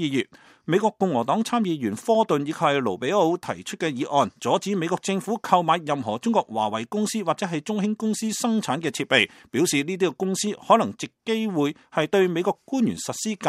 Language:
Cantonese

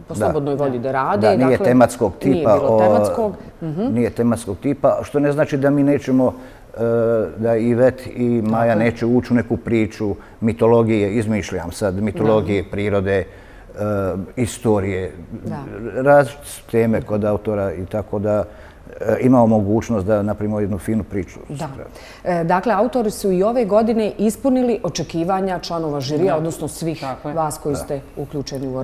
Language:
Bosnian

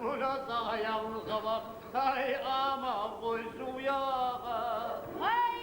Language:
Kumyk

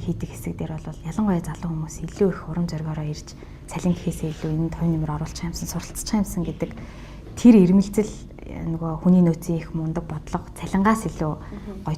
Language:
Mongolian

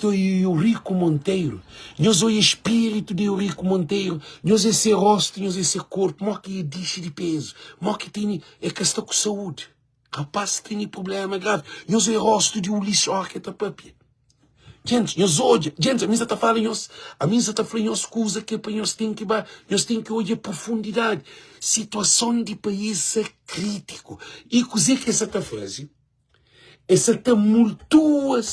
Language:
Kabuverdianu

